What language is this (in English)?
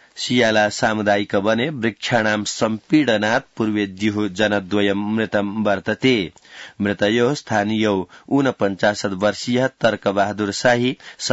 Sanskrit